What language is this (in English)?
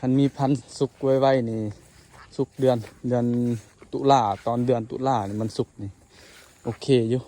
Lao